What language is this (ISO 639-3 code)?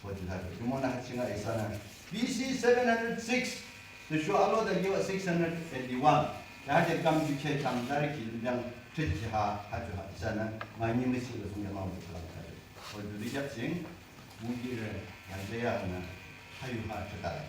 yim